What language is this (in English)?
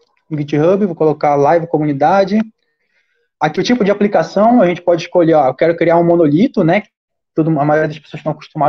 Portuguese